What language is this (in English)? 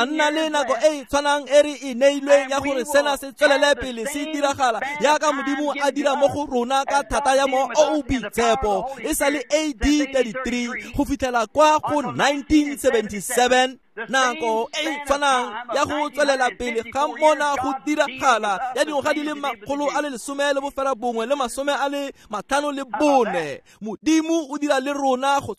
Tswana